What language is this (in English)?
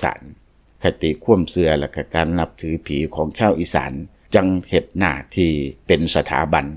Lao